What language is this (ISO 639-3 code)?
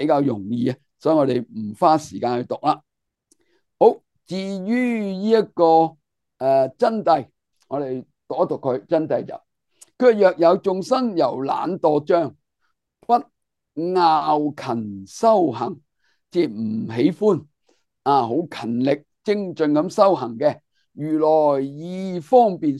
yue